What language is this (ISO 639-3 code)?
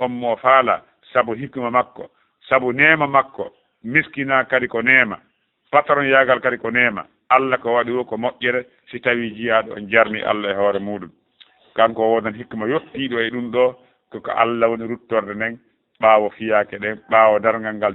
ful